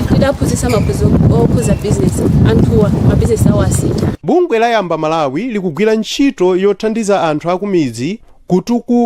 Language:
Nyanja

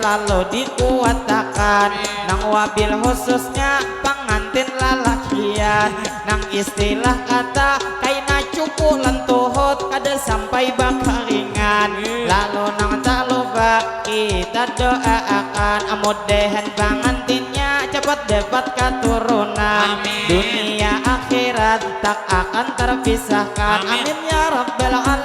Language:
Banjar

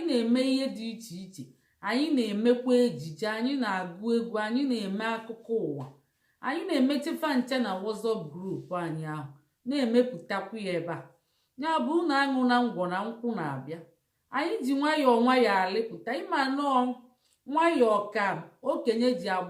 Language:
Igbo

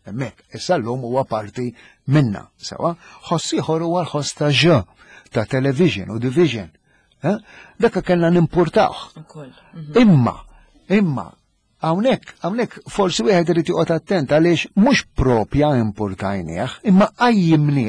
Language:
Maltese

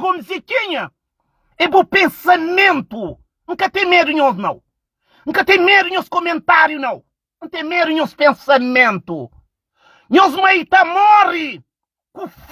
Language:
Kabuverdianu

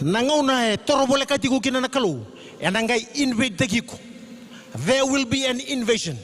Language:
Fijian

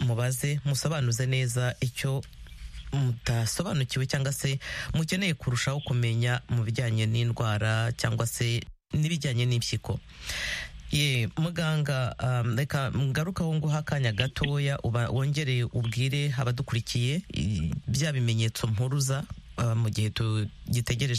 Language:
Kinyarwanda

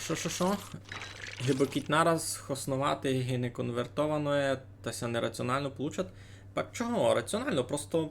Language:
Rusyn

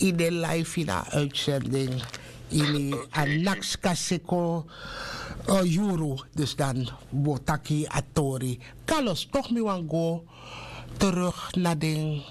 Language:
Sranan Tongo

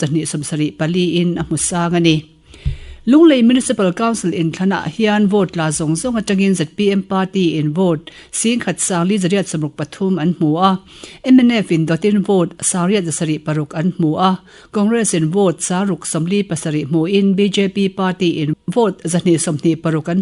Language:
Mizo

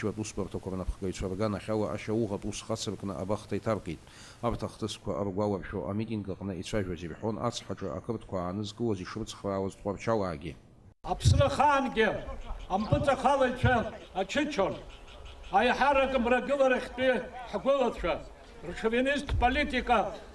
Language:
Abkhazian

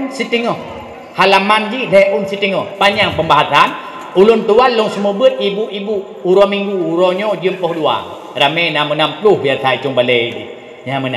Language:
Achinese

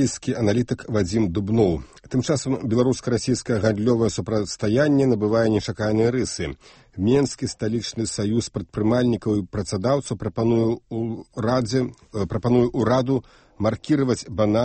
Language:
Belarusian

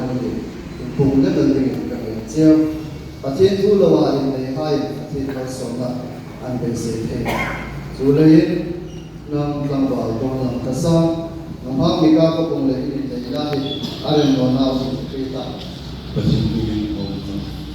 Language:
Hmar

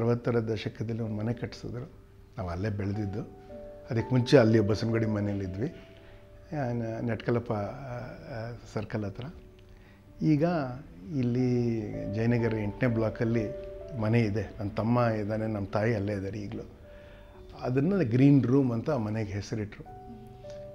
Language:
Kannada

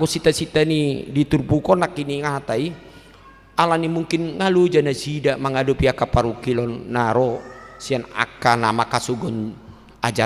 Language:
Batak Toba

